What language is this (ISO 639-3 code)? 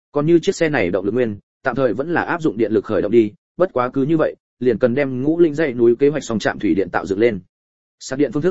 vie